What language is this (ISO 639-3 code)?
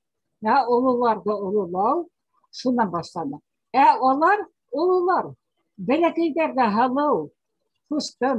bak